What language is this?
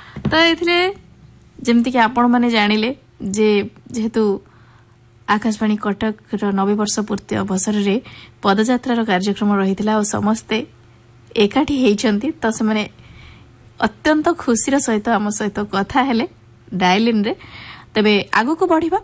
Odia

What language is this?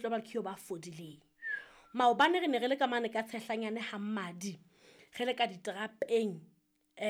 Southern Sotho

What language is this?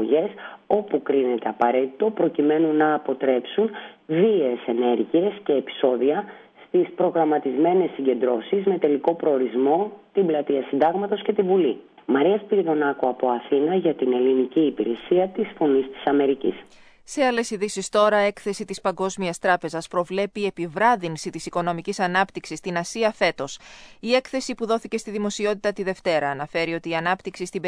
Greek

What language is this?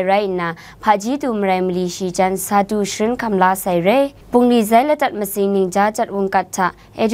Kachin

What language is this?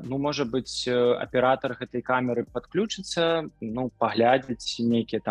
Belarusian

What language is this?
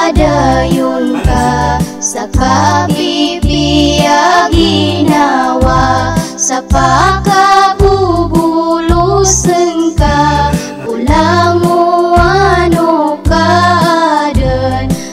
Maranao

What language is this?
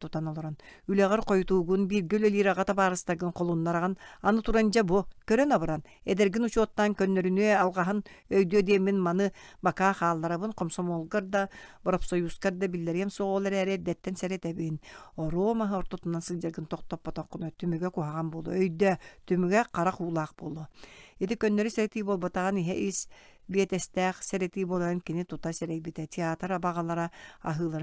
Yakut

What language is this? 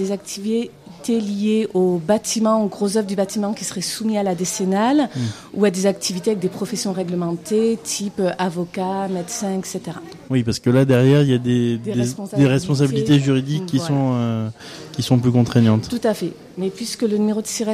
French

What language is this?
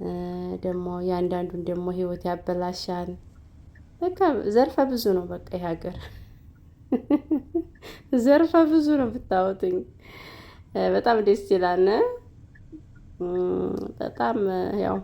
Amharic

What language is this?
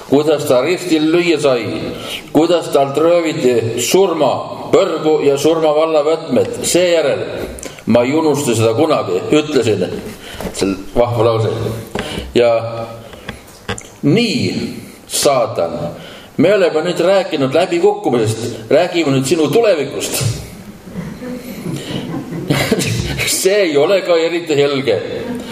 Estonian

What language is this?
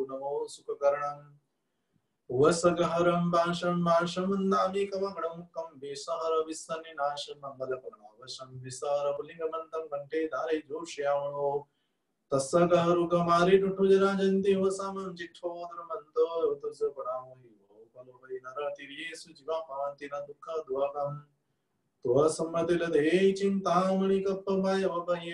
Gujarati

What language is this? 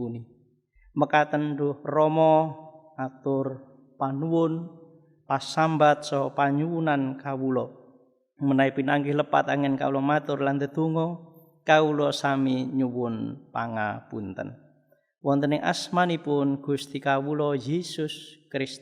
Javanese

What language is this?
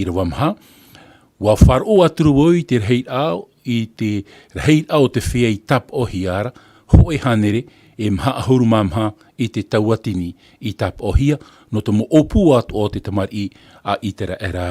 Tahitian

